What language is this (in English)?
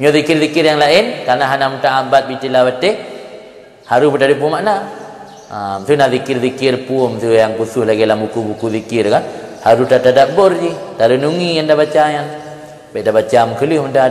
Achinese